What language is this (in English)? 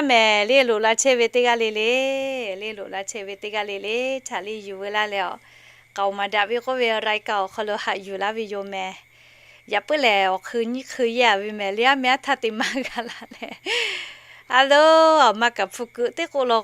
Lahu